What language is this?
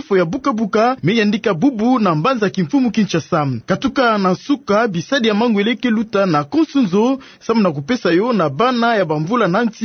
Kituba (Democratic Republic of Congo)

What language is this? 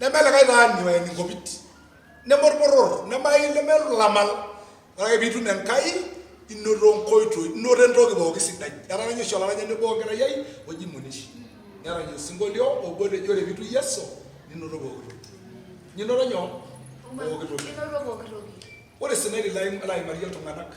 Masai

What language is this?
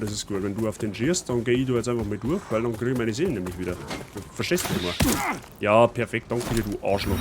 Bavarian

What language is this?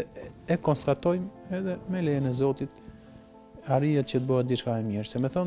Albanian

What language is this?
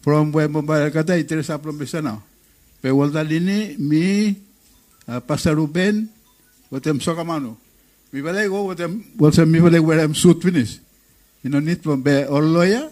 Bislama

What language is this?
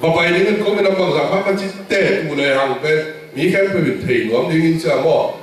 Tedim Chin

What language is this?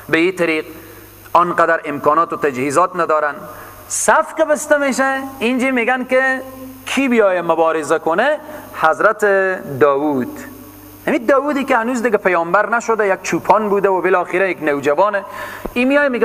Persian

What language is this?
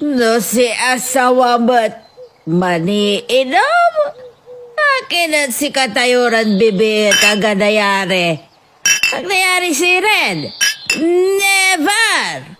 Pangasinan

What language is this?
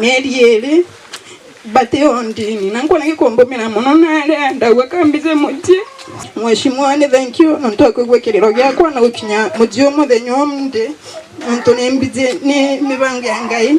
Meru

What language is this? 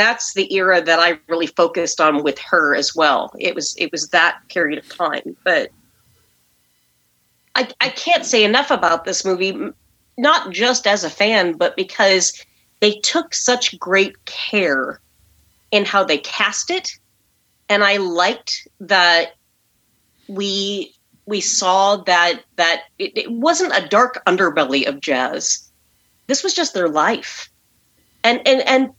English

